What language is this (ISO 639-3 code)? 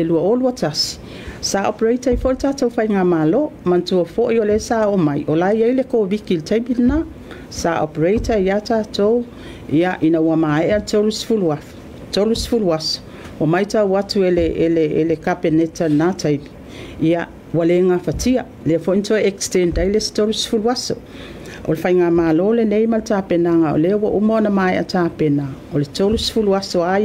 smo